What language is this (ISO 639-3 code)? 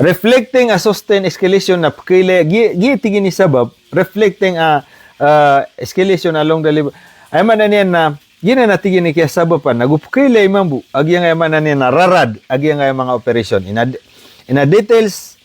mrw